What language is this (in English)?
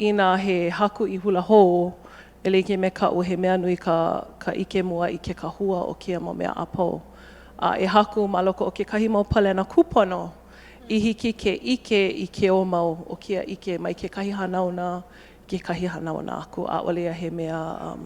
Hawaiian